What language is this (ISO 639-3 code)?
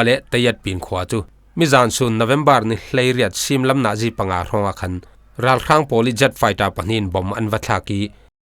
cfm